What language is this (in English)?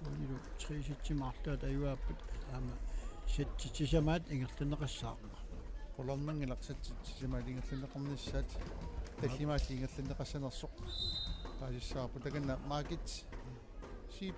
Kalaallisut